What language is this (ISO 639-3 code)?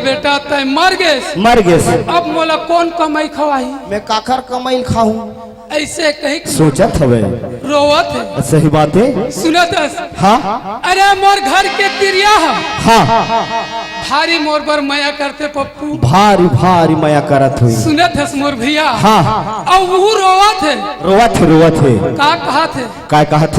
hne